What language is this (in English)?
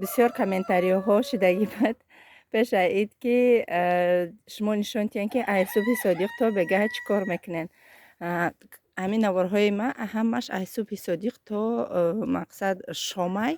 Tajik